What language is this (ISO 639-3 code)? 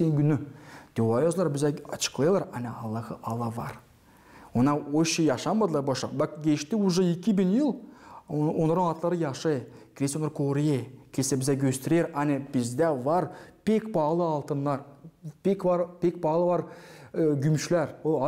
gag